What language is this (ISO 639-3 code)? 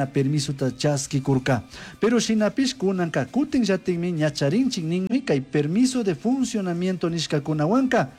qug